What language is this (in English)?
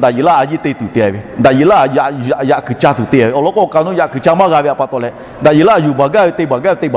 Lahu